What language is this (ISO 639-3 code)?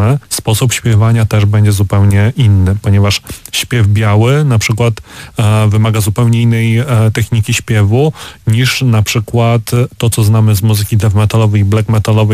pol